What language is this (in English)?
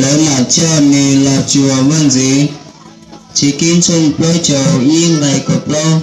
Hmong